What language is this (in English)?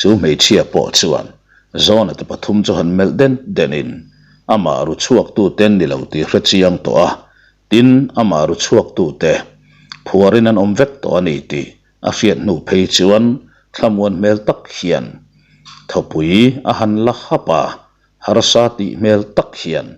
Mizo